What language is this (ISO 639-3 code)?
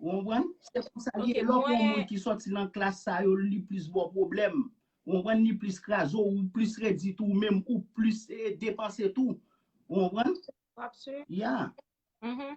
hat